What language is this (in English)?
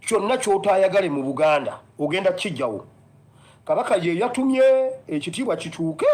Ganda